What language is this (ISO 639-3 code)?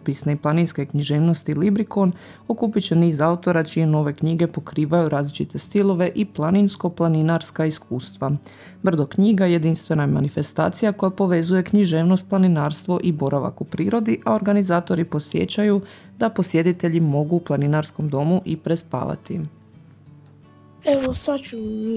hrv